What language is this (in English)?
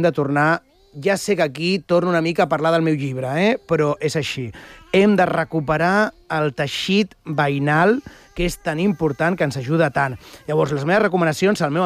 Catalan